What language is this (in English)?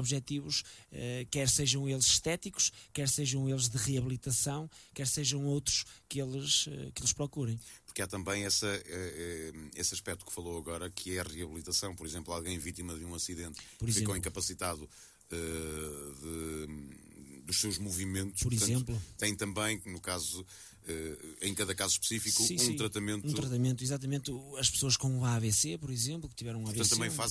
Portuguese